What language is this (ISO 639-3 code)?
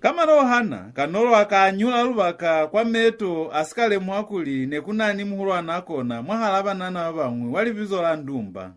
loz